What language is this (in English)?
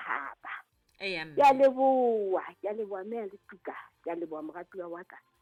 Southern Sotho